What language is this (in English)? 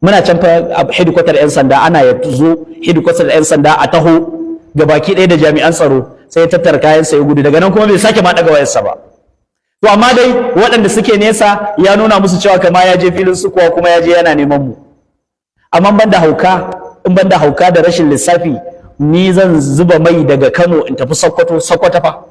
Hausa